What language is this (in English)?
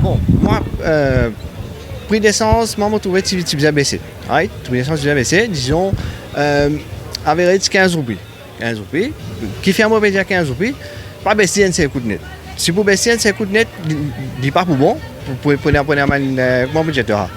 Morisyen